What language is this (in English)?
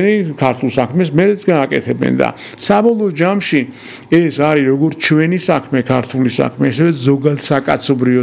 Georgian